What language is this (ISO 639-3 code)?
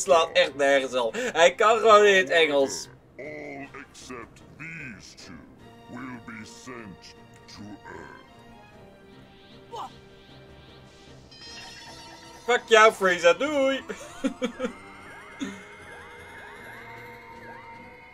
nld